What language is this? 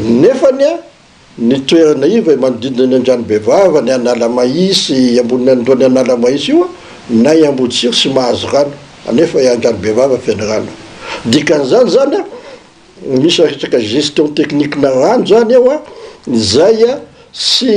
Malagasy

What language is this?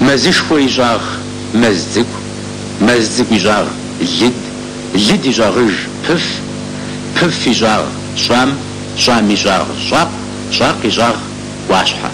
Kabardian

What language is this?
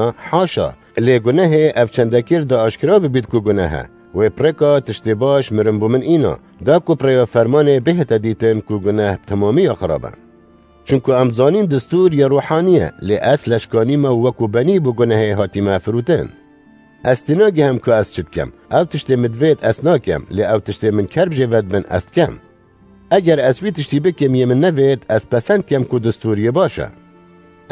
Kurdish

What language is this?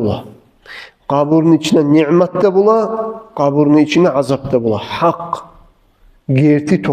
Kumyk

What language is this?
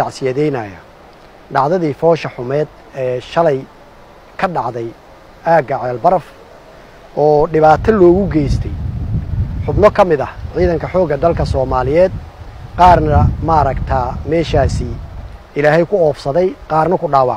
Somali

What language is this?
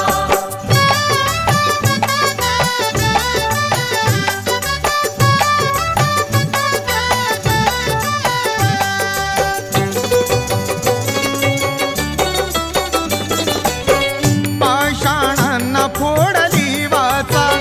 Marathi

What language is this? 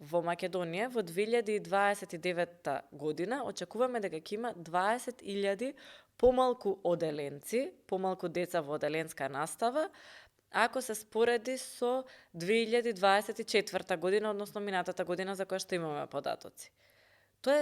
Macedonian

